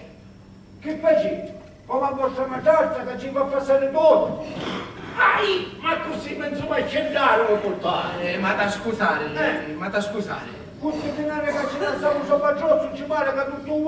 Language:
Sicilian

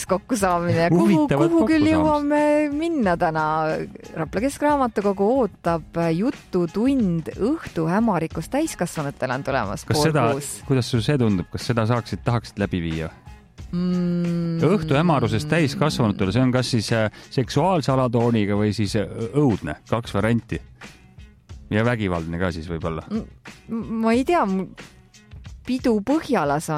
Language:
Estonian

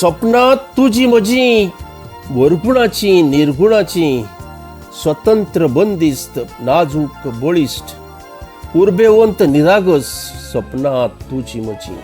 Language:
Konkani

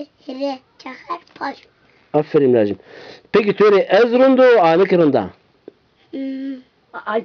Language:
Zaza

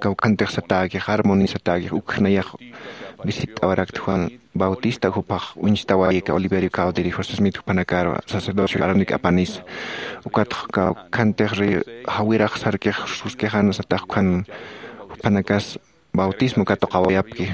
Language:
Aymara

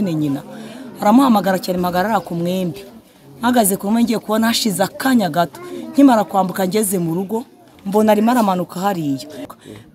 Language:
Kinyarwanda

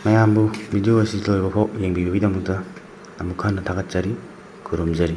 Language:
Manipuri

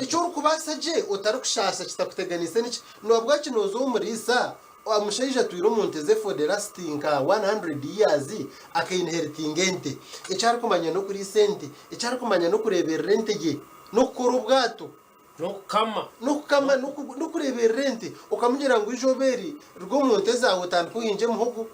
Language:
Nyankole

